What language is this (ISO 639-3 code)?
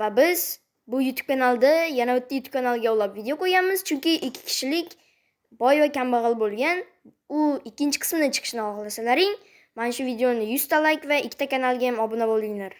uzb